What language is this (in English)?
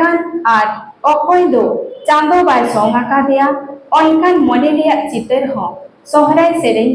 Santali